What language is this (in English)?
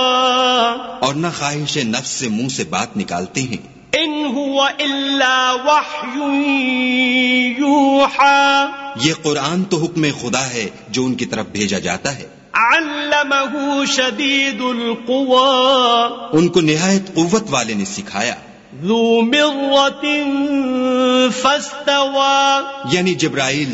Urdu